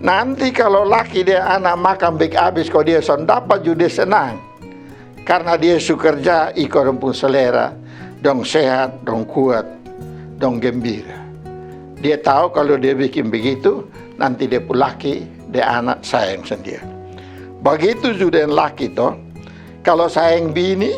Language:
Kupang Malay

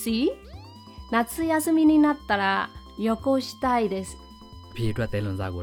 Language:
Burmese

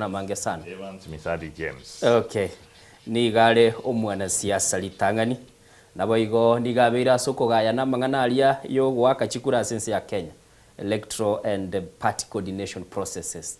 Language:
Gusii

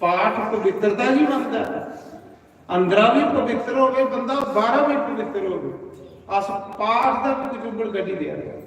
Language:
Dogri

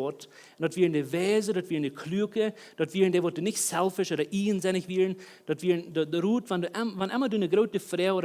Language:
Plautdietsch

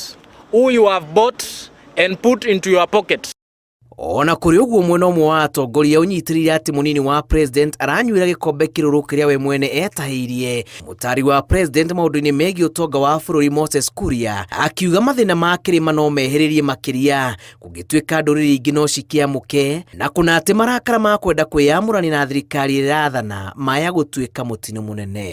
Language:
Kikuyu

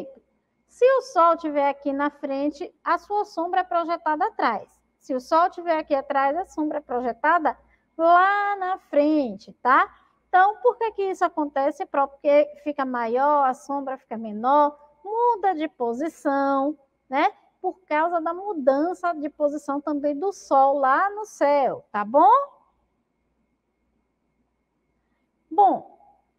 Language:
Portuguese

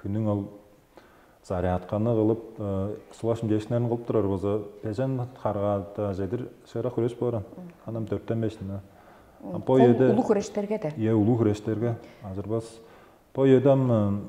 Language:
Tuvinian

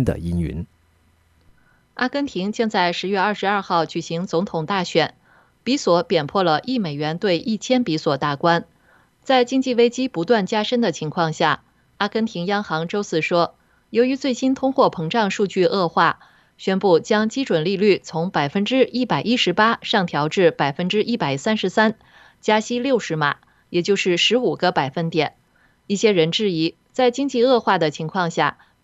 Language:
Chinese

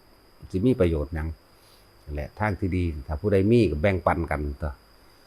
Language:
Northeastern Thai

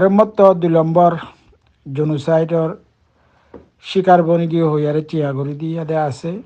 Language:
Rohingya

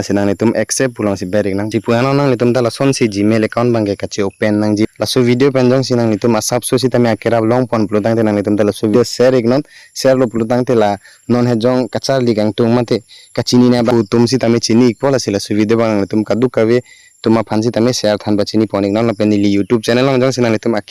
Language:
Karbi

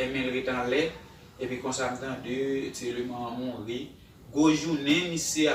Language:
Haitian Creole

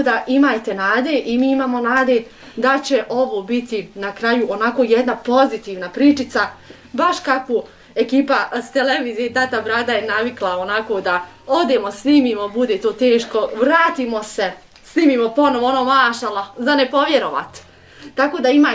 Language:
Bosnian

